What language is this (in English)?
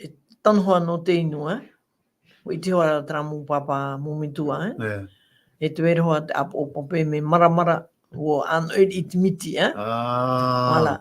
Tahitian